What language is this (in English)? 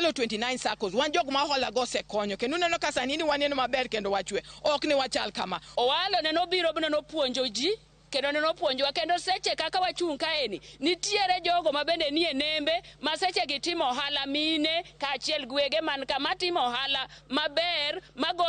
Luo (Kenya and Tanzania)